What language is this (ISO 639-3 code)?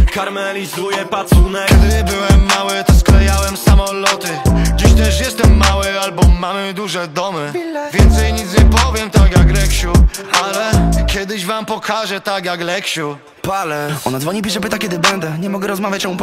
pol